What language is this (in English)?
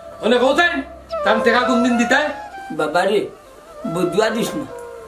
Sylheti